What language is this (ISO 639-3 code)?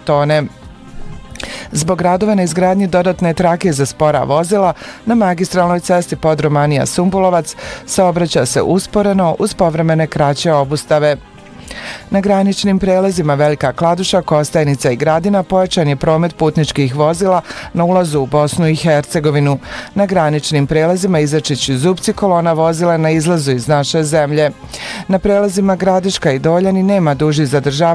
bos